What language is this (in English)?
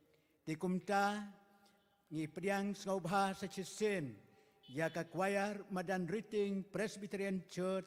Khasi